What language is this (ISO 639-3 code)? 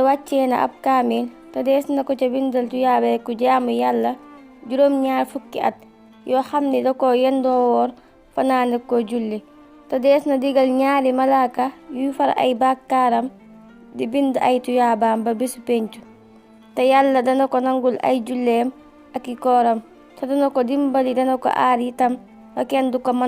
wol